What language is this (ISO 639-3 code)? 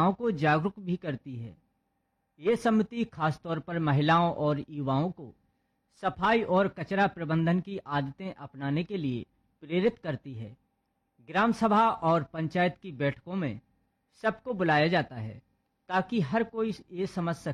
hin